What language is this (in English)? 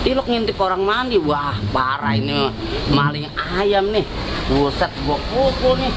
Betawi